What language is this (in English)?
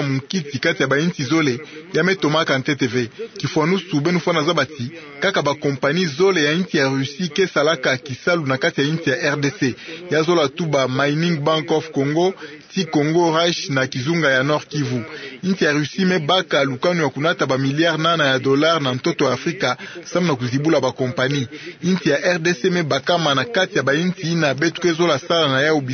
Kituba (Democratic Republic of Congo)